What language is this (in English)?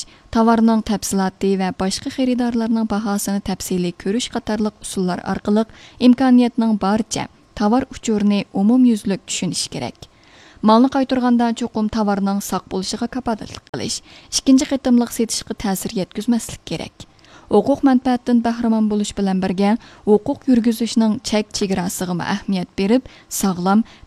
Uyghur